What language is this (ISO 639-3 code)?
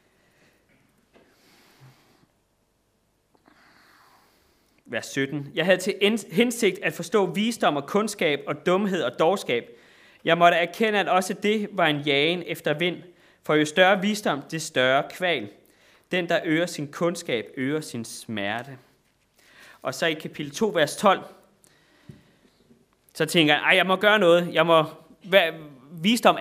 dan